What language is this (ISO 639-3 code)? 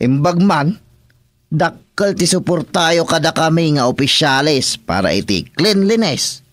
ilo